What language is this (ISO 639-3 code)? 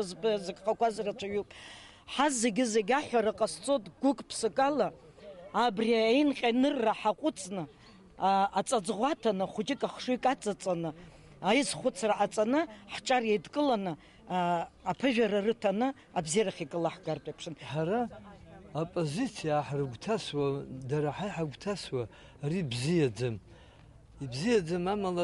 abk